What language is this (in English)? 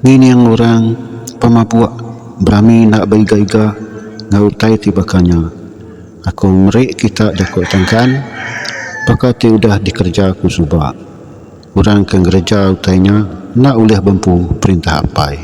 Iban